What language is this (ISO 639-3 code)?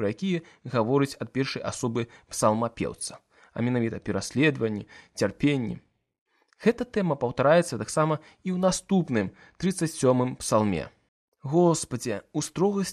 bel